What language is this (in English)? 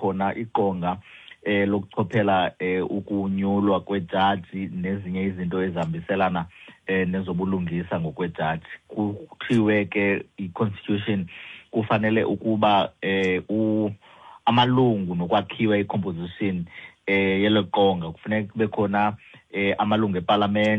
Xhosa